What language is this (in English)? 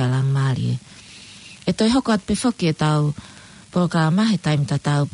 Tongan